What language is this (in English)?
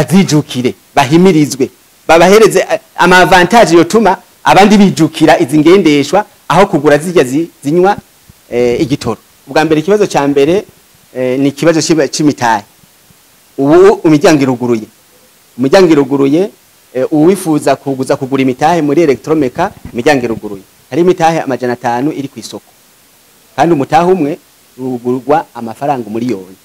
Rundi